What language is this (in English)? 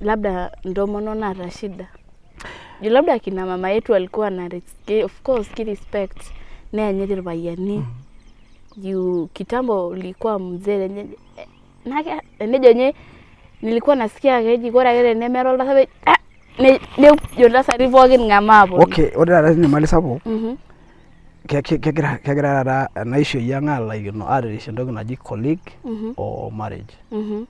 Masai